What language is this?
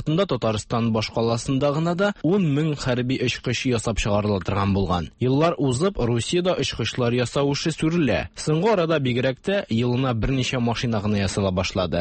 Tatar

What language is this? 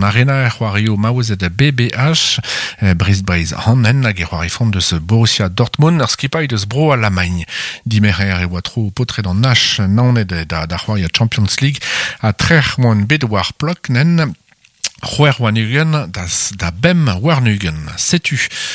Breton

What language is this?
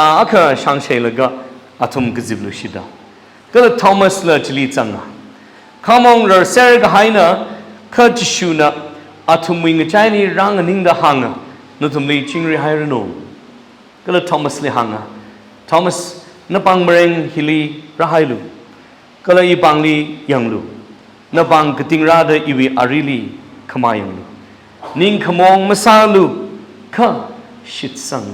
Tangkhul Naga (India)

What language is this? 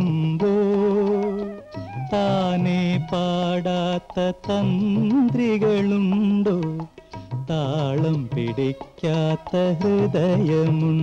Malayalam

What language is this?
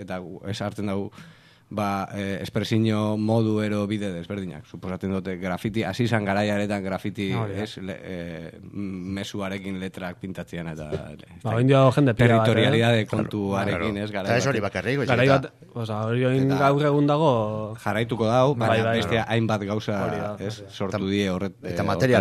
Basque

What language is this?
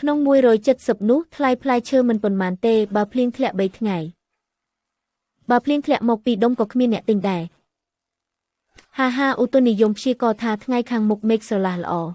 Khmer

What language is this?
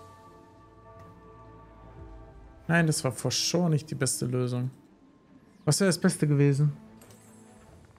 German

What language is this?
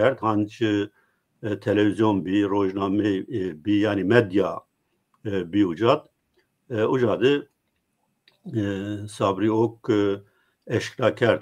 Zaza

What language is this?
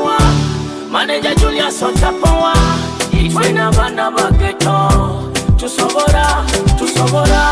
Nyoro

